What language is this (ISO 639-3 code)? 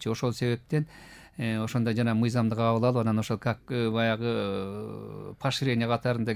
kir